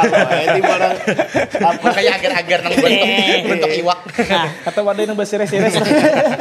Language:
Banjar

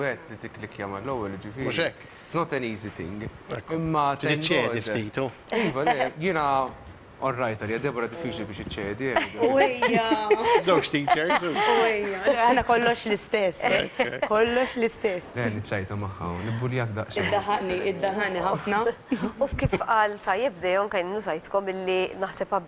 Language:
Maltese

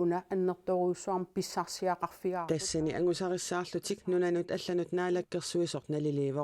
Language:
Kalaallisut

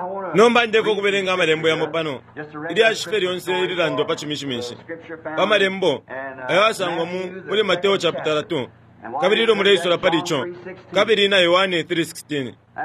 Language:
Bemba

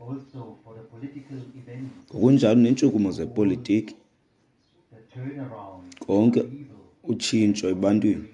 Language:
Xhosa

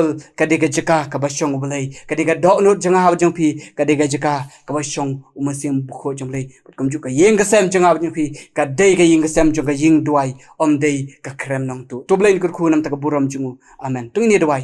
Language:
Khasi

